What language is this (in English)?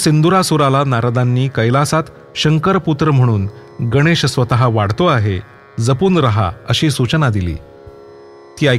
Marathi